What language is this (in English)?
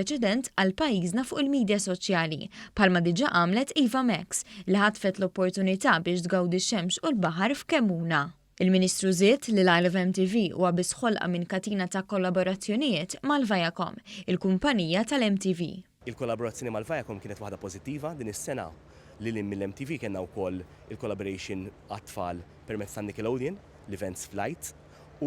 Maltese